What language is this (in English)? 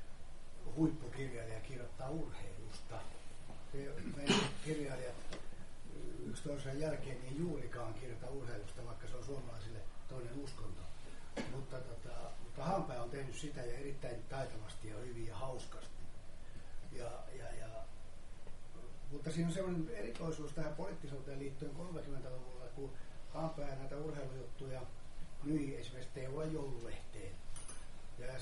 Finnish